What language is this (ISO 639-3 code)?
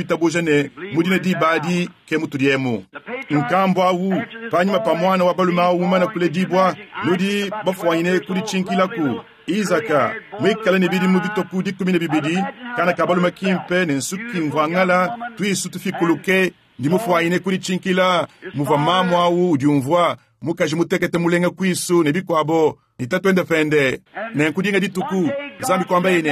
lua